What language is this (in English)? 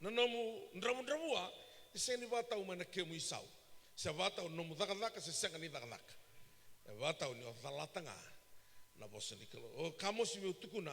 Fijian